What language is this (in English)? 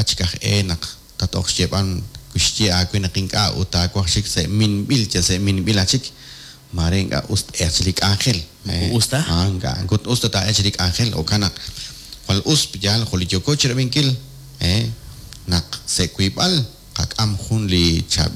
Kekchí